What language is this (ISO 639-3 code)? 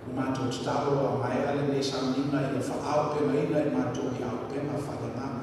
smo